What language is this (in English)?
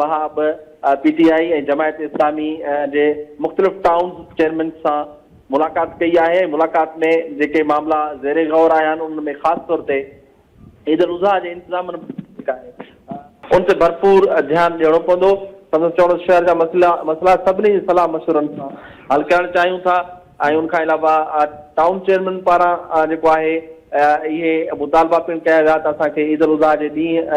Sindhi